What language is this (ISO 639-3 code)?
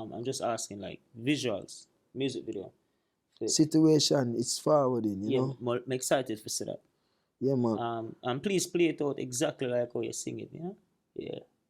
jam